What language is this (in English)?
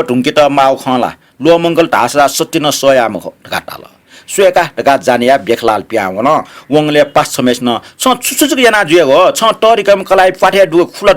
Newari